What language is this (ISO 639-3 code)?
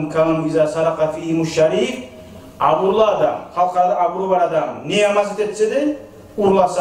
kum